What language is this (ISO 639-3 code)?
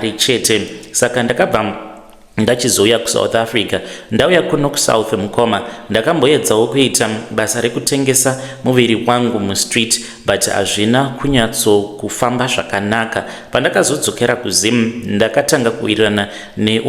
sna